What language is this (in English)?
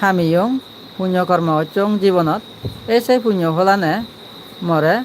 Chakma